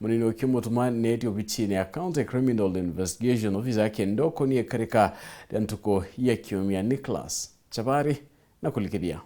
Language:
Meru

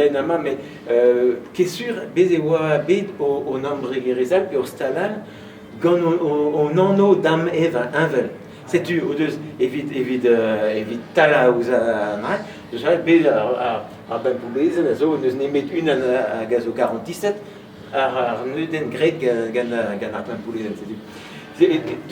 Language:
Breton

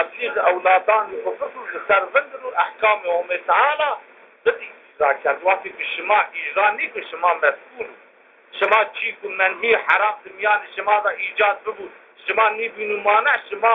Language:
Zaza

